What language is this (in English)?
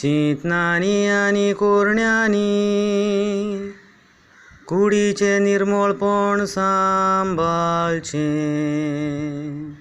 Konkani